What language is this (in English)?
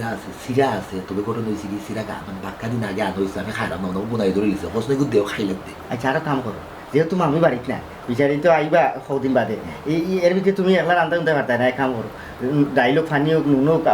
Sylheti